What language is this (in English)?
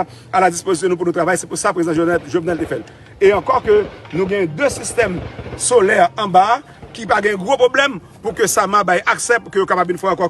Haitian Creole